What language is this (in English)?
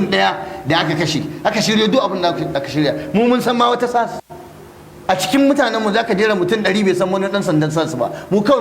Hausa